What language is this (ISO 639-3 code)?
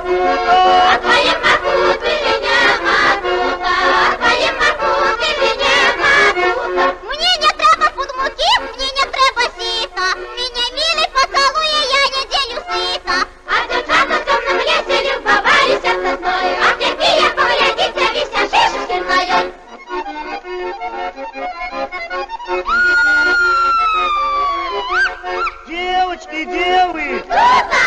rus